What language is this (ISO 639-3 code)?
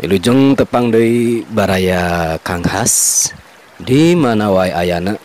sun